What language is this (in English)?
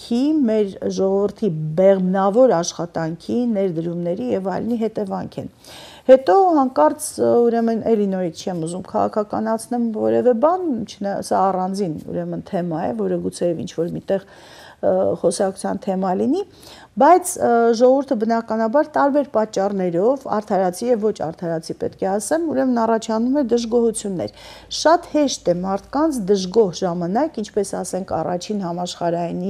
Armenian